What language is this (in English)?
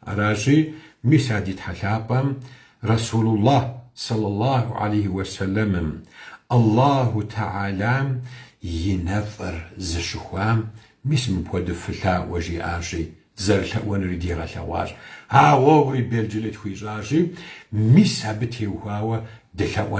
Kabardian